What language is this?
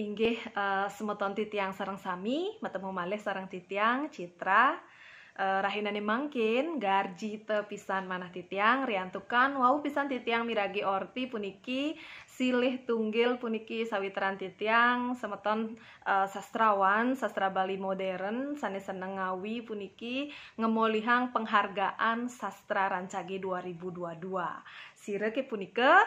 Balinese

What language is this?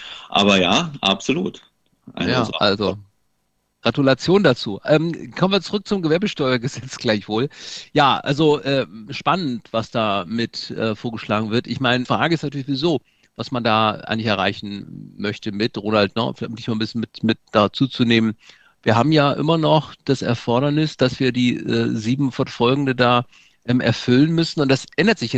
German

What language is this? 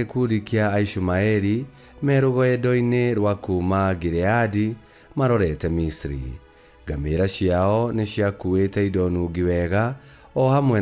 Kikuyu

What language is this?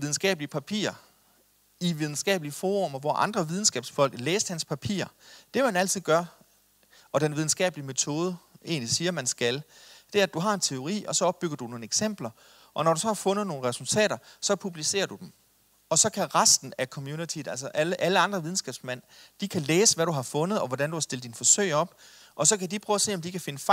Danish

